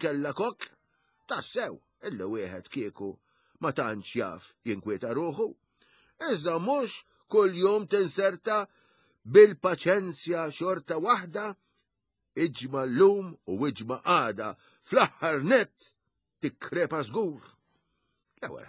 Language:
Maltese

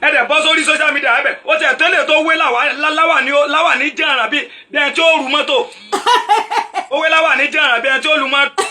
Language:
Yoruba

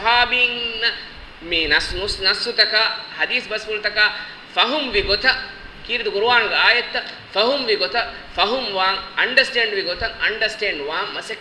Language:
Divehi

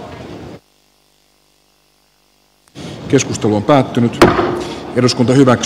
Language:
Finnish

